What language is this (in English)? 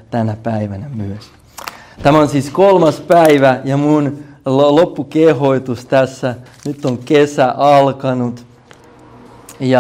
Finnish